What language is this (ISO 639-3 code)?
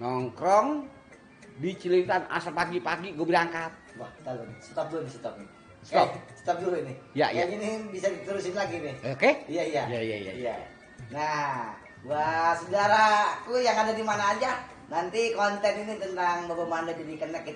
bew